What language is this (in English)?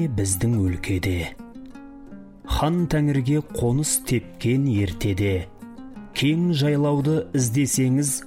Kazakh